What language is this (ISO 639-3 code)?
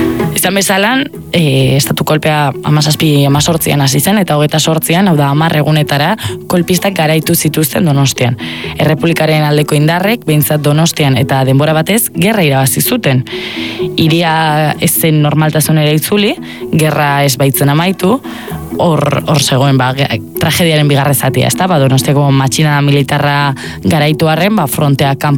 eus